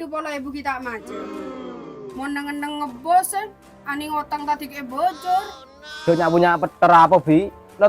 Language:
Madurese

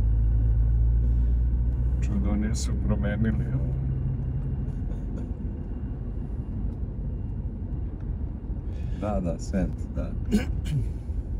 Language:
Serbian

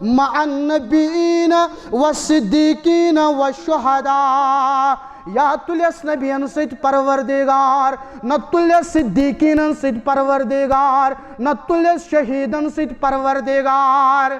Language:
Kashmiri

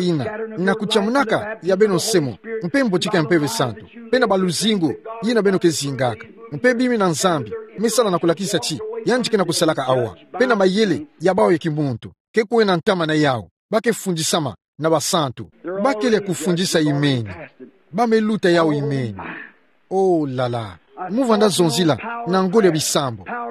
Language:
Kituba (Democratic Republic of Congo)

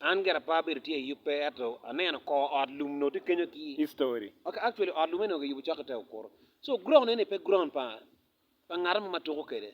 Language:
Acoli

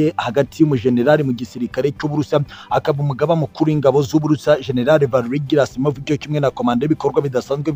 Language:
Kinyarwanda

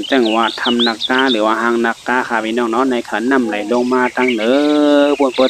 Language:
Shan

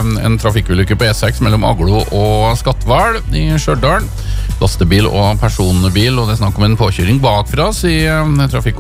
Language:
Norwegian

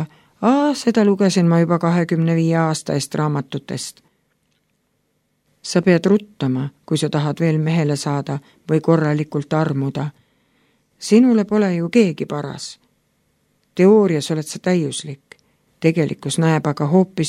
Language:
Estonian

